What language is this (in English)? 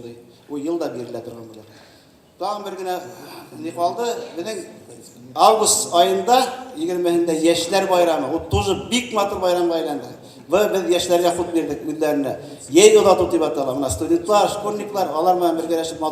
Bashkir